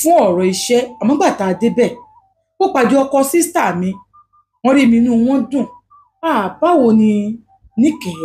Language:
Yoruba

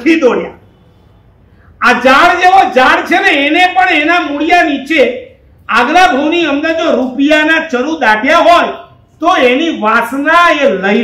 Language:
Gujarati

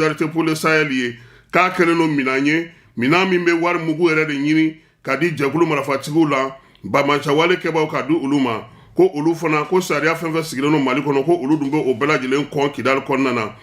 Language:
Bambara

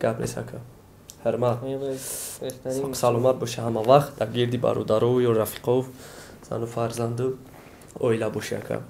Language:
Tajik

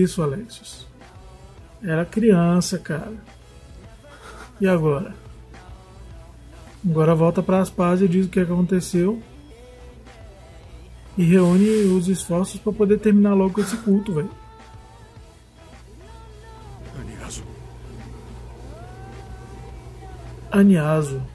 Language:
Portuguese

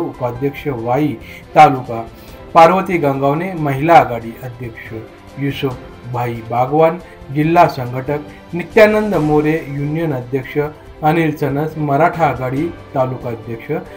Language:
Marathi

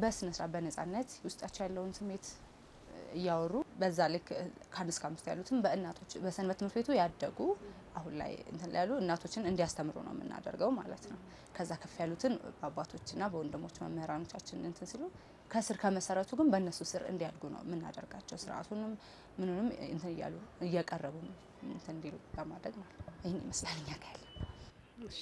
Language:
Amharic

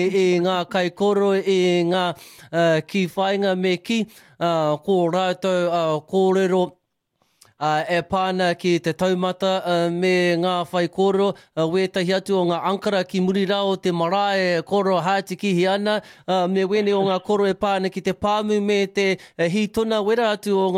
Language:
Māori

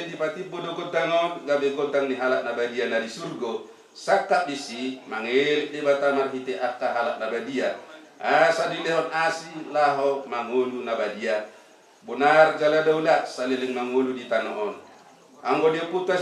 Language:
Batak Toba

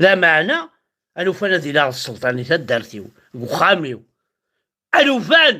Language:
Kabyle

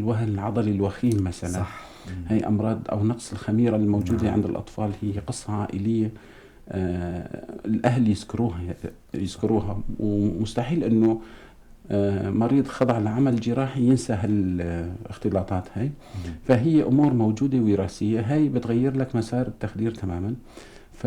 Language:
North Levantine Arabic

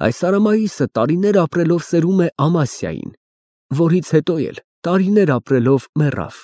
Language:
Armenian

